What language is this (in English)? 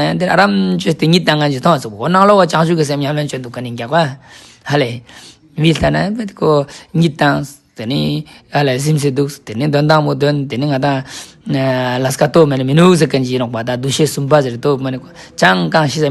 Ladakhi